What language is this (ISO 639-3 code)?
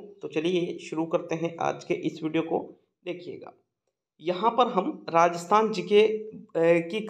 hin